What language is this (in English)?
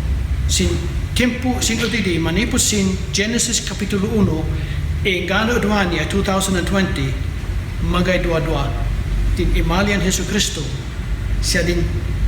Kankanaey